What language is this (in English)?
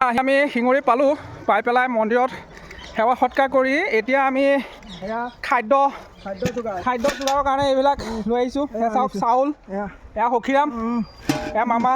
Assamese